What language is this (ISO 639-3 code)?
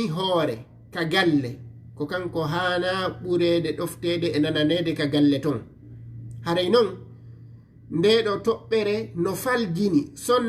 ful